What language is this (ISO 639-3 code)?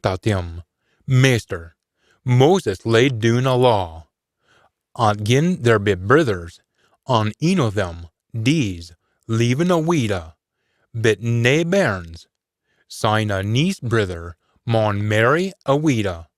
sco